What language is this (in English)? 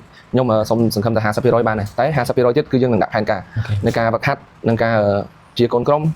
Khmer